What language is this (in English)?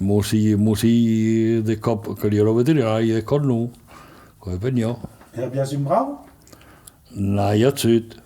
Occitan